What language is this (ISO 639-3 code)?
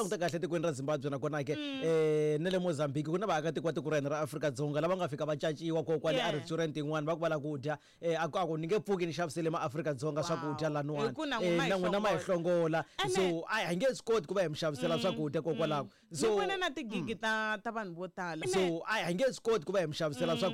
tso